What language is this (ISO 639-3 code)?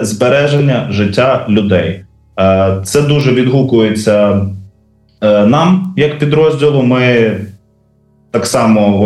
ukr